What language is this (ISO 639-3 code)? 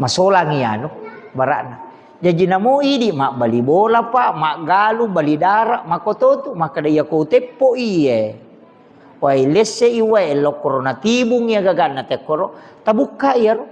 bug